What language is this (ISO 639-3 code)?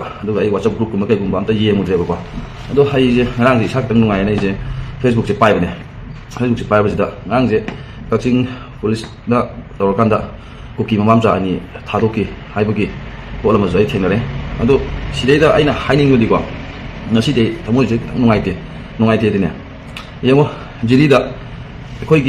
mni